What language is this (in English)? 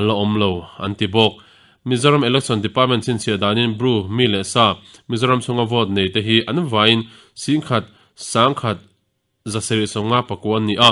Mizo